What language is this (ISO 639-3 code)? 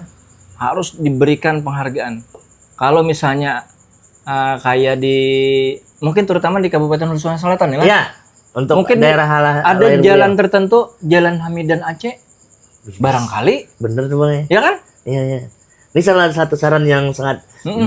bjn